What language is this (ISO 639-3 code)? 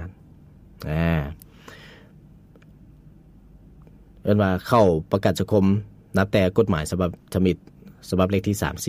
lao